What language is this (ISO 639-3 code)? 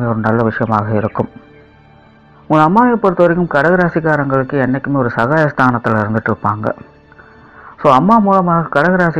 tam